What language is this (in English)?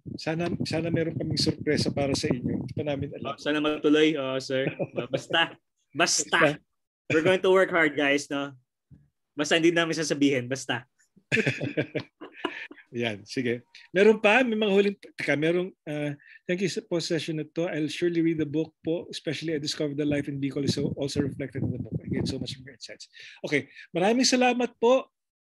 Filipino